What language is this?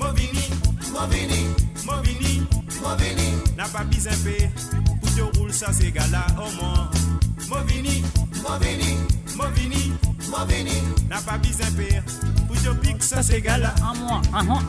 Morisyen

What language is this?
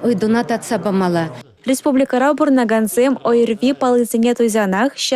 Chuvash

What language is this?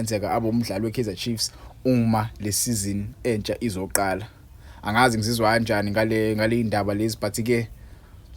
Zulu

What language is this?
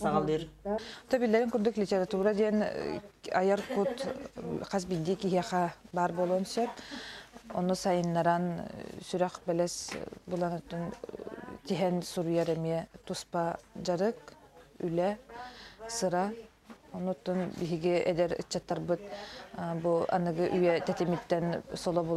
Yakut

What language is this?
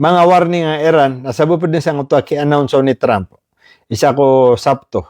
Maranao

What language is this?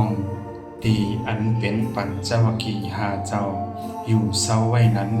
Shan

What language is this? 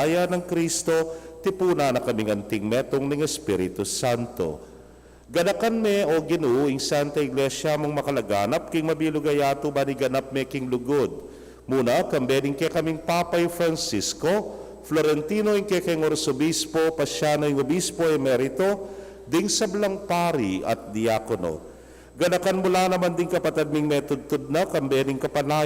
Pampanga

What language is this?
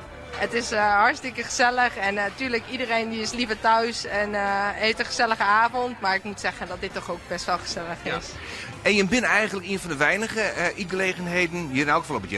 Western Frisian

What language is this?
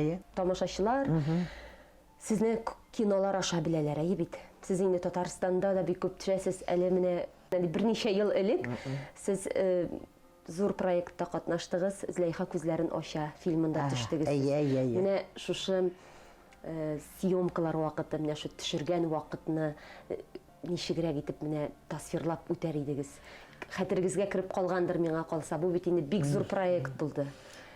Tatar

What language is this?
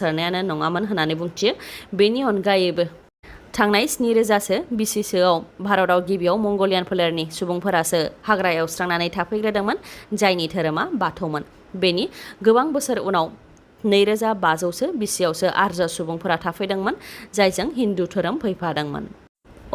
Bodo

